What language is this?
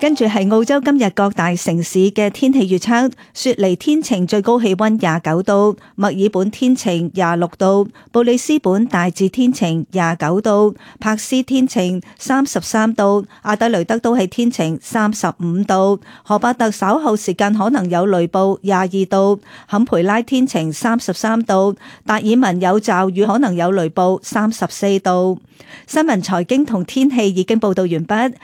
Cantonese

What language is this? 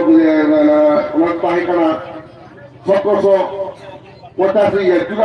Santali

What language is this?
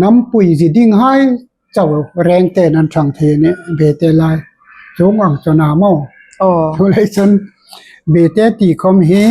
Hmar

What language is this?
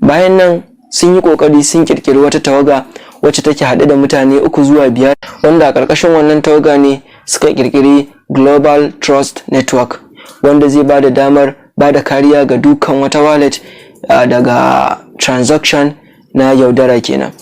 Hausa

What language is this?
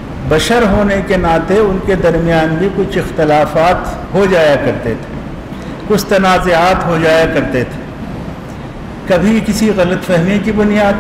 Urdu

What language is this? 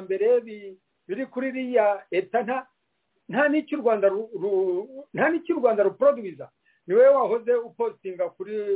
Kinyarwanda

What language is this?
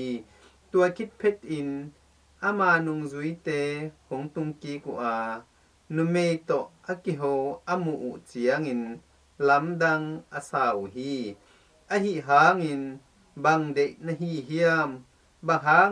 Tedim Chin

